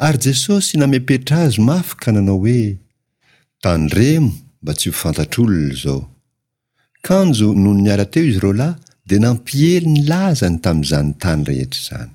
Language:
Malagasy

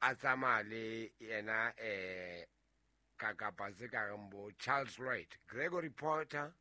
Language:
Southern Sotho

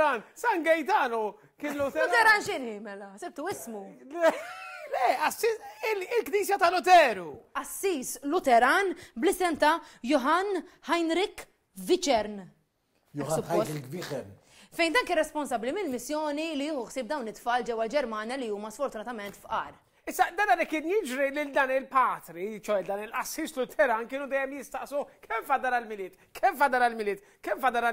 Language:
Maltese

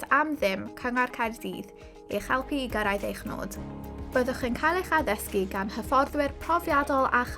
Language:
Welsh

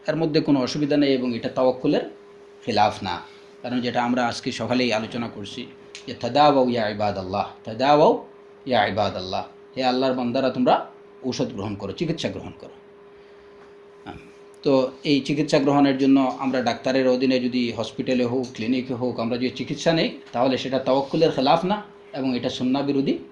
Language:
Bangla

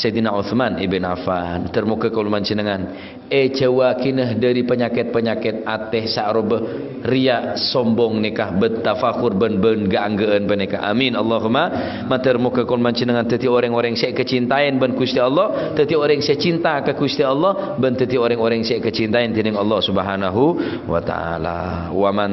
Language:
Madurese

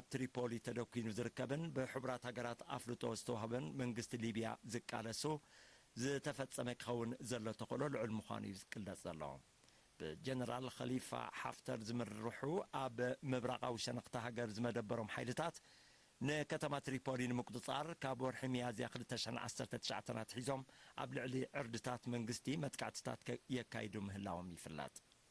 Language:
Tigrinya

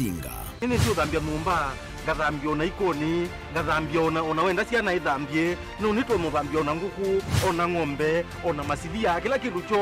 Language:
Kamba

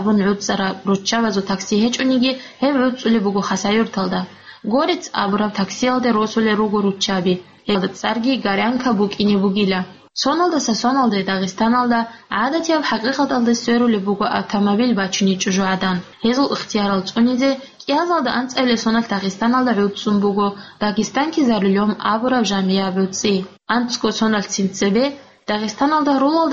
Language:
Avaric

